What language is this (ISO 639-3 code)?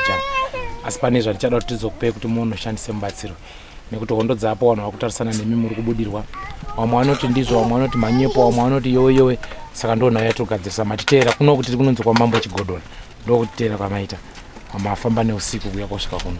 sna